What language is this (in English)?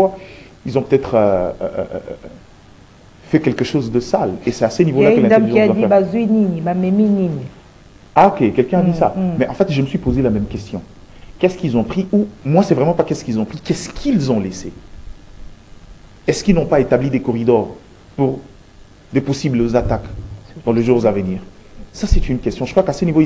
French